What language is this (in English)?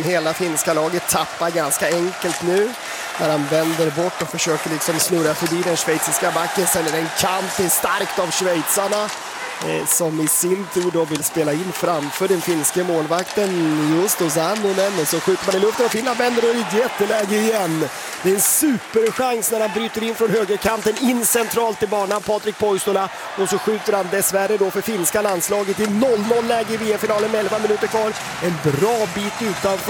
Swedish